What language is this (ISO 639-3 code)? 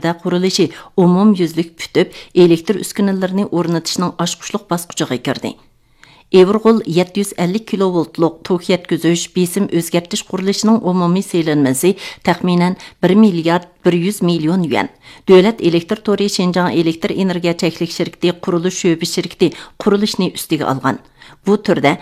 uig